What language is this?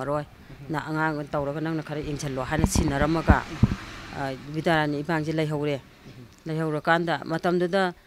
Manipuri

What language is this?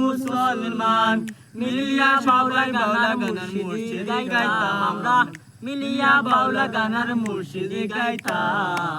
Sylheti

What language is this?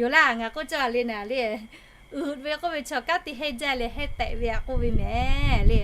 Lahu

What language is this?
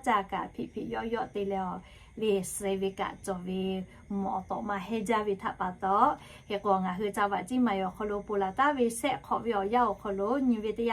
Lahu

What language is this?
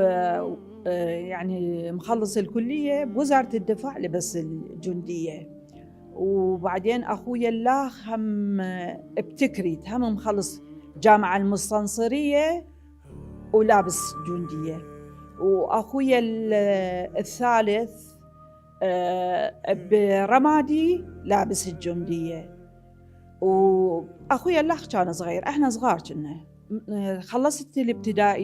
Mesopotamian Arabic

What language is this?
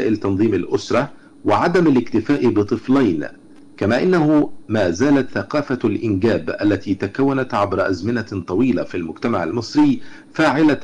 Arabic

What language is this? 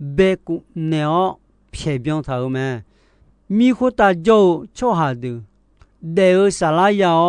Akha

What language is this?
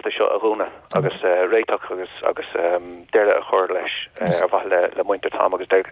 Irish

